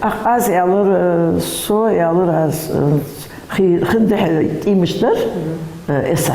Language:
Ingush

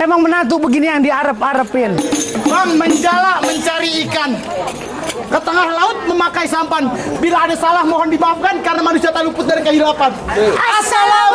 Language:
Betawi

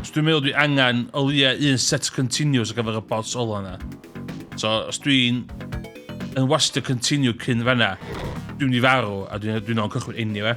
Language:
Welsh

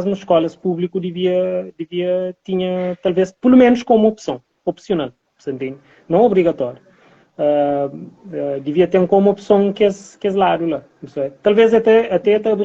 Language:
Kabuverdianu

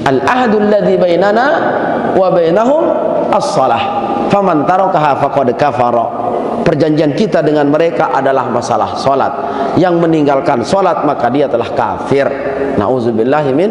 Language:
Sasak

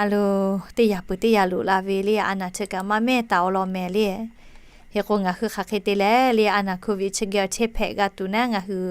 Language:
Lahu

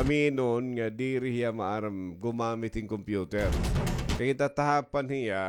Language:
Waray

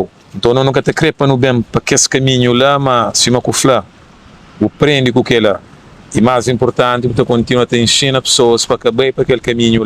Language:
Kabuverdianu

